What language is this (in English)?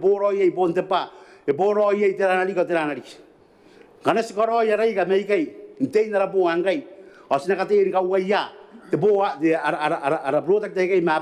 Gilbertese